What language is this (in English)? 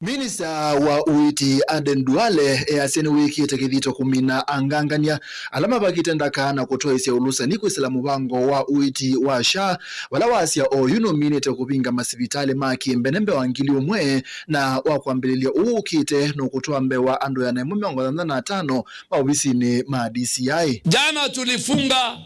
Kamba